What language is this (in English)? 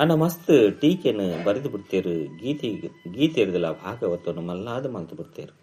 Tulu